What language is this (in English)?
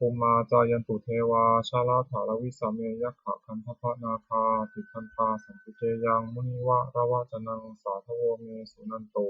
Pali